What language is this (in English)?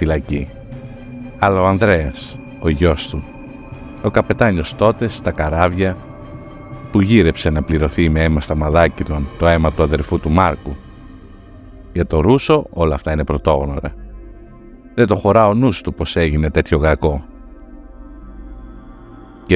Greek